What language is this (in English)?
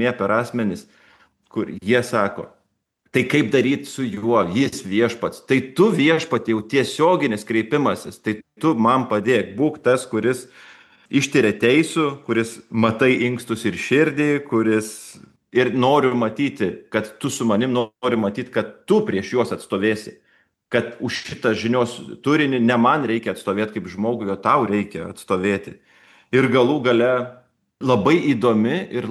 Lithuanian